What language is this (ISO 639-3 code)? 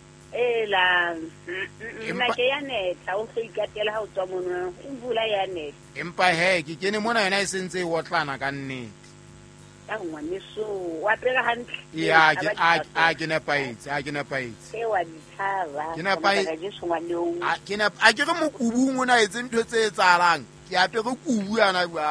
sot